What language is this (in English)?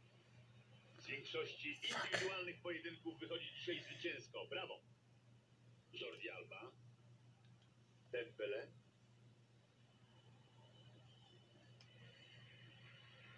Polish